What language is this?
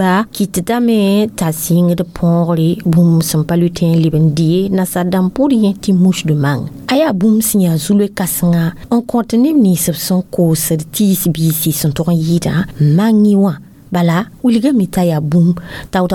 Mossi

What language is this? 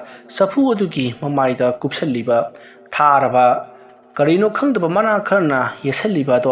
Manipuri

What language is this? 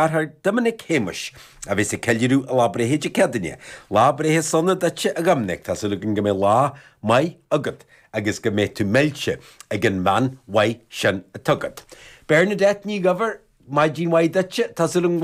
Irish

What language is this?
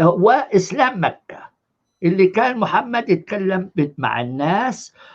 North Levantine Arabic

